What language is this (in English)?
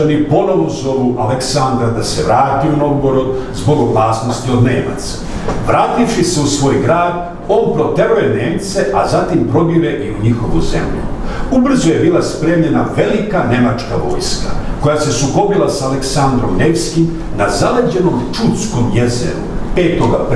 Serbian